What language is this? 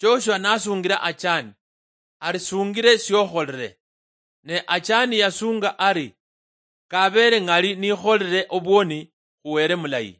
Luyia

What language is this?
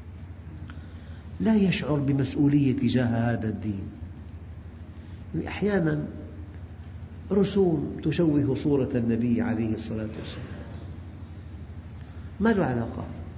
Arabic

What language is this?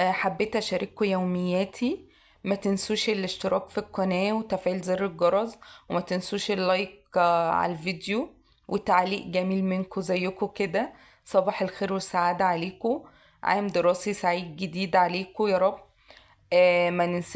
Egyptian Arabic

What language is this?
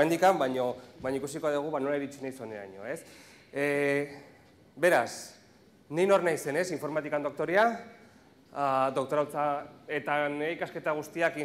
Basque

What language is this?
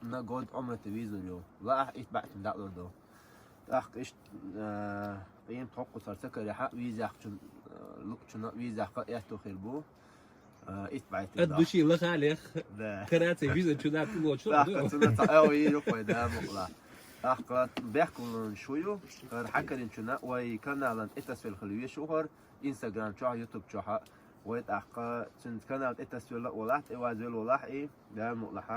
Chechen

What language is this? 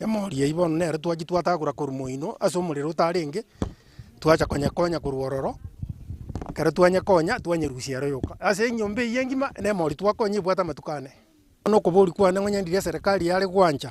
Gusii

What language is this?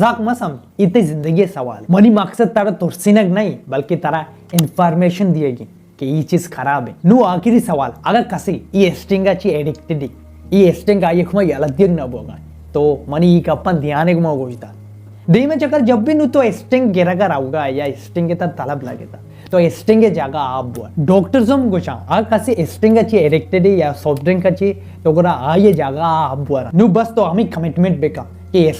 Baluchi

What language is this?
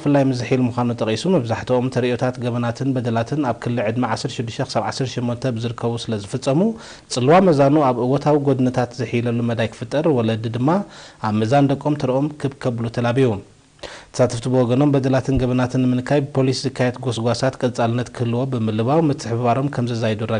Tigrinya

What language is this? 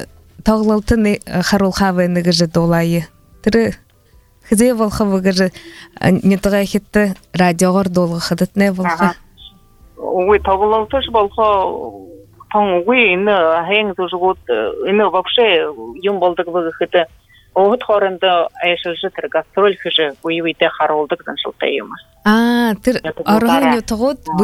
Buriat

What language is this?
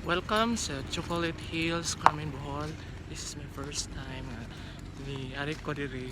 Cebuano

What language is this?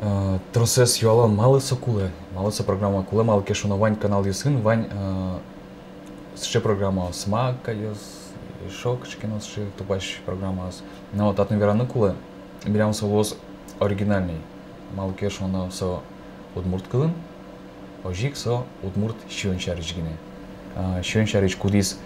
Udmurt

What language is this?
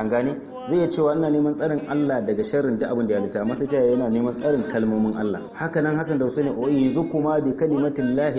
Hausa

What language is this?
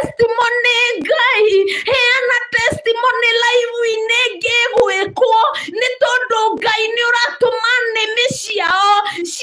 Kikuyu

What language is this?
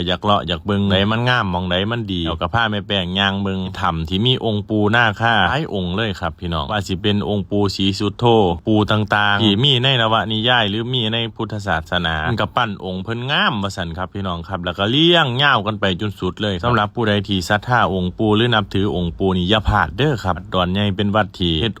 Lao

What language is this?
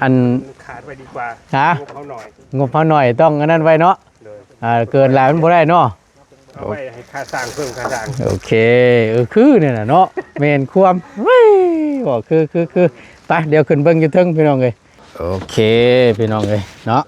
Northeastern Thai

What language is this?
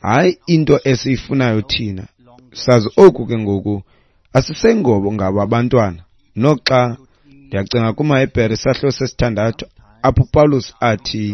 Xhosa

